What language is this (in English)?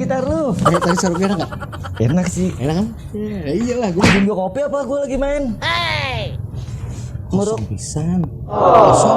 Betawi